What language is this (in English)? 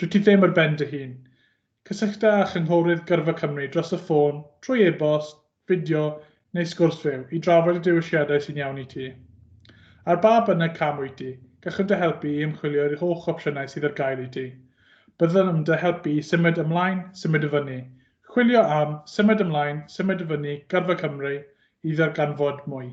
Welsh